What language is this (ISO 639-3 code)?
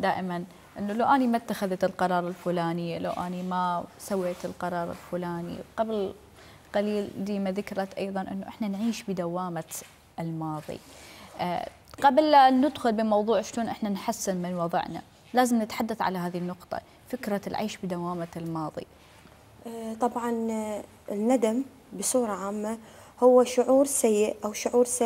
acm